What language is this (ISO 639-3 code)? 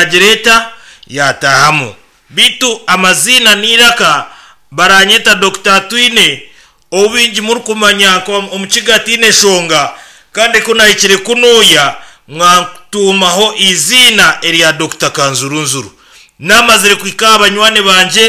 nyn